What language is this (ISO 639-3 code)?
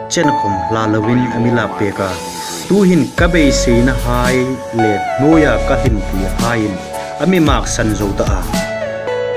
hmr